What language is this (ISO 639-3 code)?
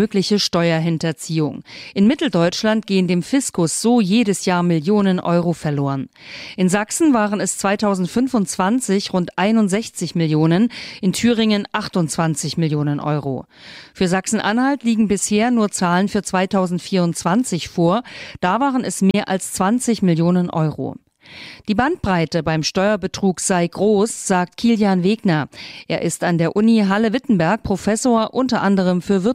deu